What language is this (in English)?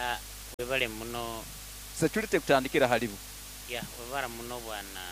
Nyoro